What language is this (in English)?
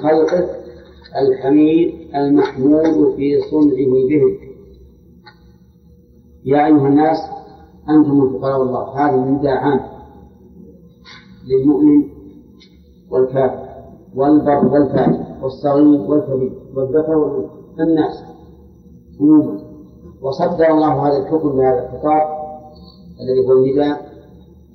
Arabic